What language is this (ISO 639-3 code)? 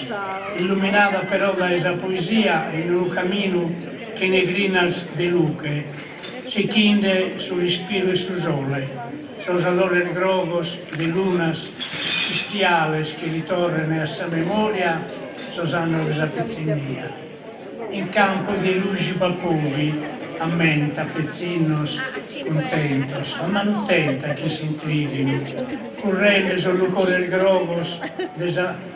srd